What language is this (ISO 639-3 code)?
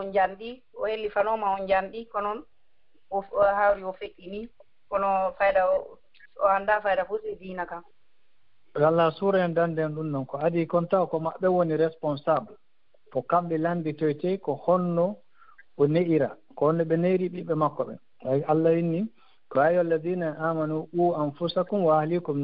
ful